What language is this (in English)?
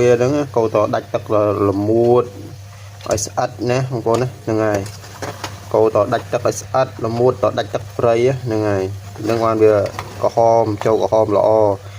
Khmer